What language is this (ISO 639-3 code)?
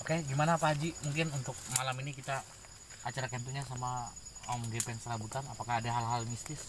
bjn